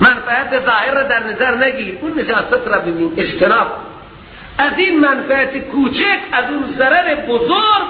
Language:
Persian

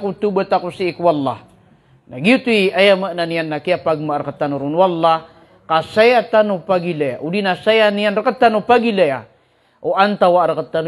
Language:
Maranao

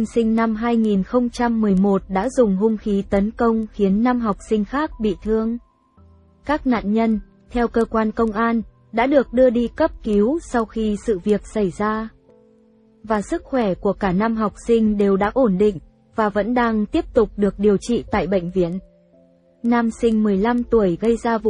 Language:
Vietnamese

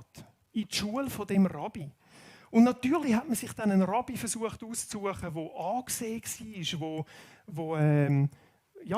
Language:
Swiss German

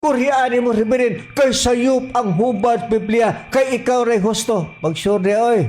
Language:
Cebuano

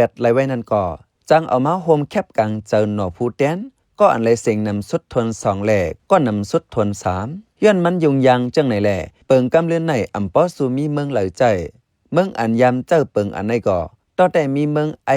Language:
Shan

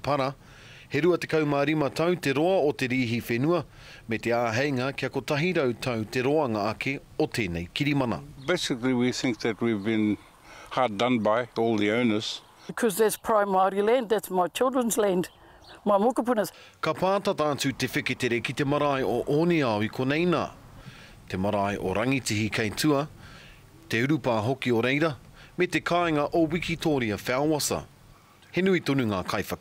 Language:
Māori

